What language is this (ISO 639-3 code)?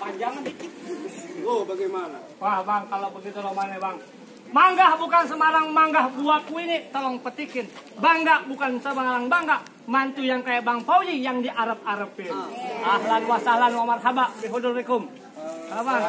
bew